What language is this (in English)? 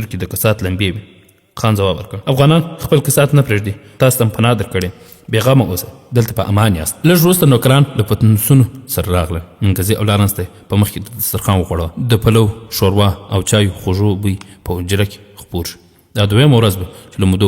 Pashto